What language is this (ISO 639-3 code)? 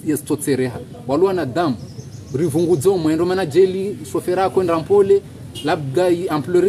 zdj